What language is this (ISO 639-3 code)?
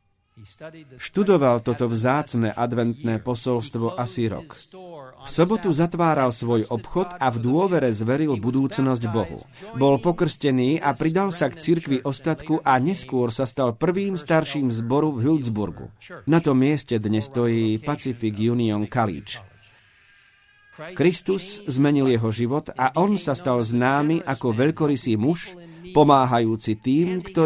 slk